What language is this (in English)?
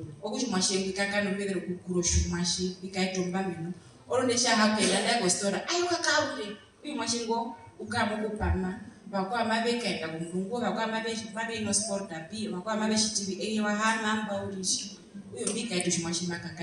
Herero